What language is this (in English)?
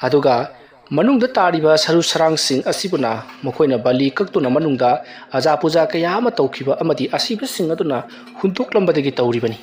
Manipuri